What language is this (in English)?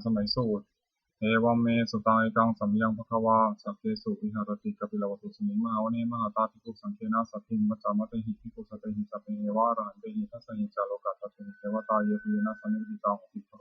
Pali